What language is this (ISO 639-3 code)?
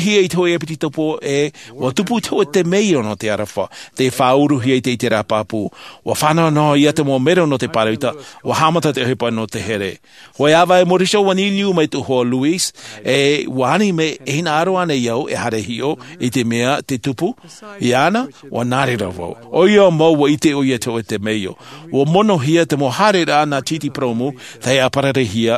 tah